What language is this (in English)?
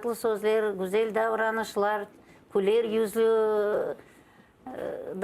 Crimean Tatar